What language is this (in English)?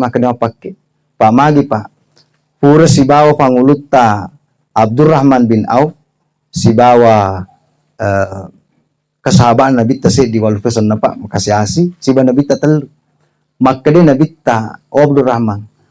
Buginese